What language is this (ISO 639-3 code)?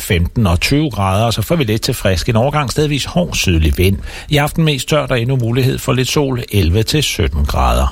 dan